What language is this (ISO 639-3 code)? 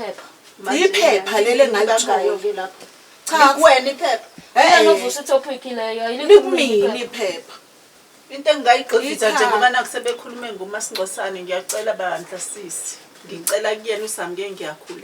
zul